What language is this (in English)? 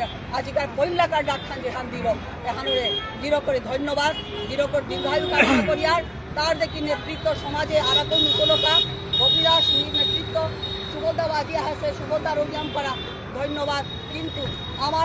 Bishnupriya